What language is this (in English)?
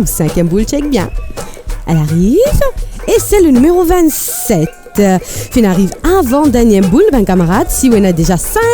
Morisyen